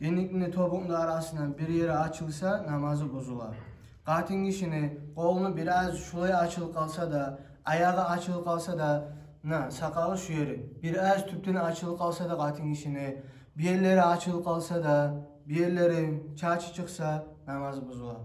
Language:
Kumyk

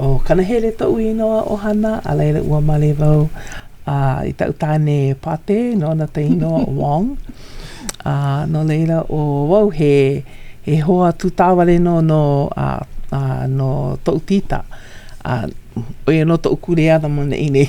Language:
Hawaiian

